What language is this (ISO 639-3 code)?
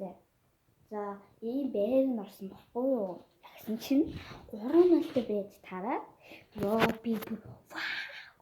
mon